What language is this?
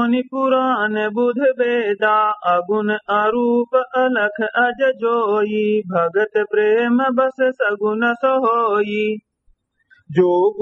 Awadhi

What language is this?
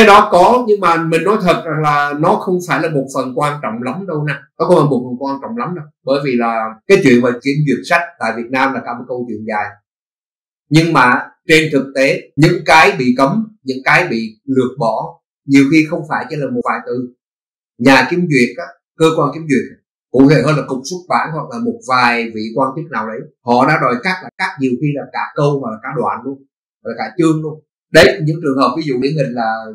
Vietnamese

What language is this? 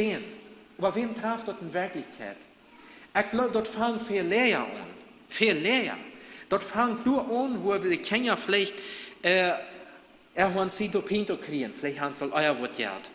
Plautdietsch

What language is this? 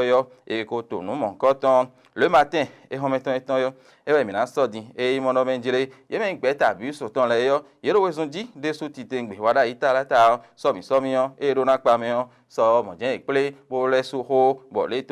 Fon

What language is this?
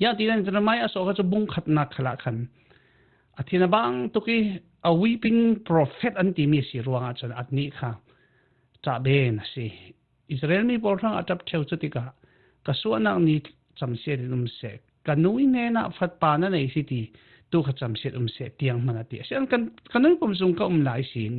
Falam Chin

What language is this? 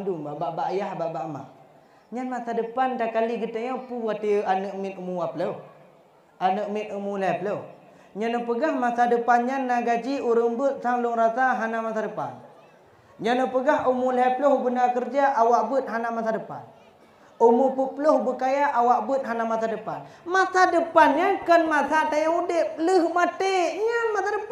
Achinese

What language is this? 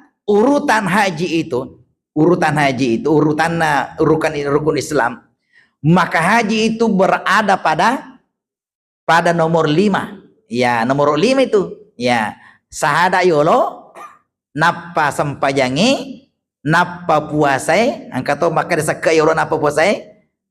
Buginese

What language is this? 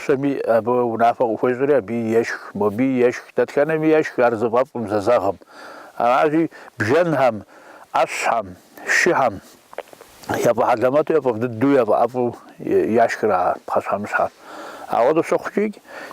Kabardian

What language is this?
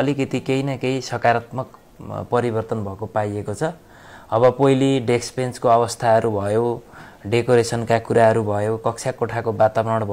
Nepali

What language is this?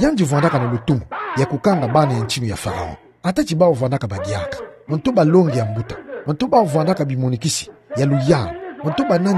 Kituba (Democratic Republic of Congo)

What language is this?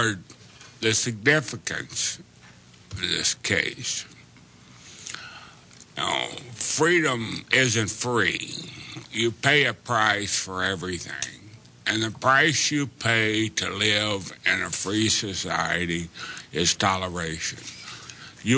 English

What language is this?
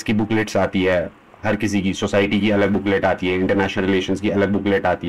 Hindi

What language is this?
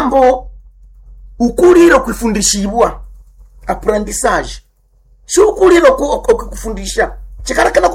Nande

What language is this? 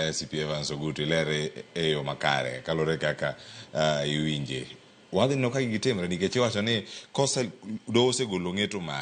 Luo (Kenya and Tanzania)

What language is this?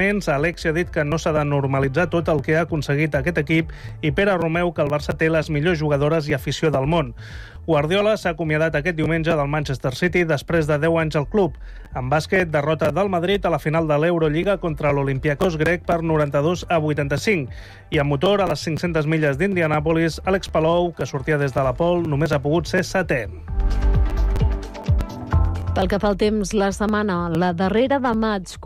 Catalan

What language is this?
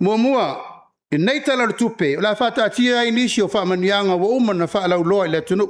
Samoan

